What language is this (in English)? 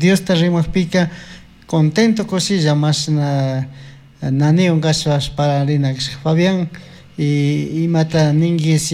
Chimborazo Highland Quichua